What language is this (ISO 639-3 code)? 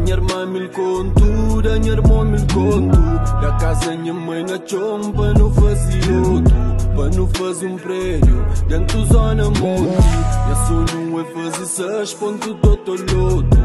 kea